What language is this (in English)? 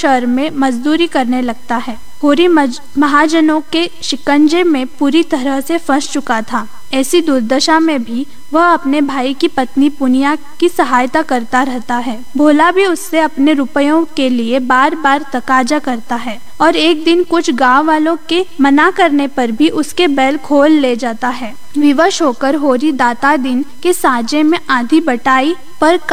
Hindi